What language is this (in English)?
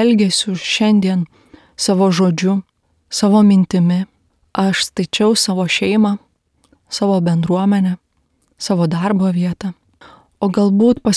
Lithuanian